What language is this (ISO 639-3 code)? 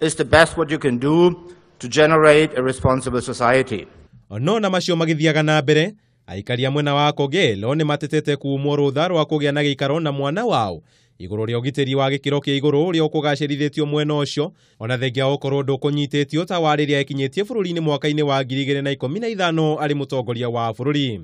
kik